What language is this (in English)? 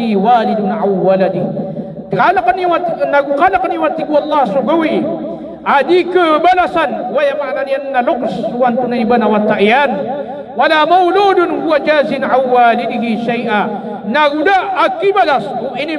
Maranao